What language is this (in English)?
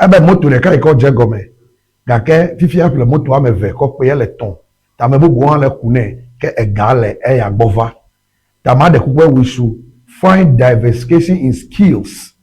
Ewe